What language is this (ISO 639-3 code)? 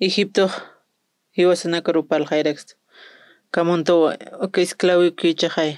aym